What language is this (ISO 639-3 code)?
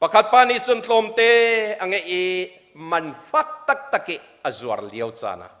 cnh